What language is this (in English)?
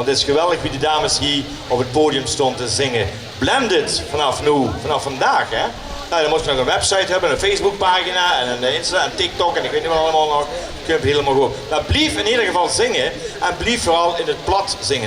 Limburgish